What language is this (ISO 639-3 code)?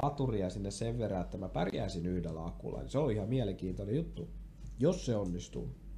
fin